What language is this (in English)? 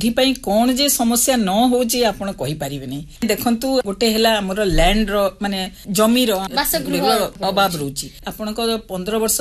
Odia